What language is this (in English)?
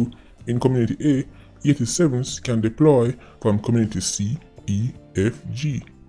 Jamaican Creole English